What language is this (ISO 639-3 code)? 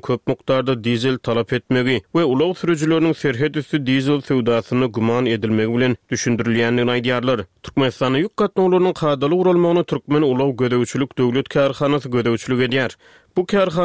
tuk